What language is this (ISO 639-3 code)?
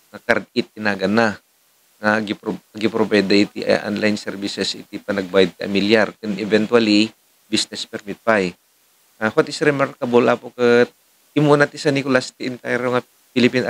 ilo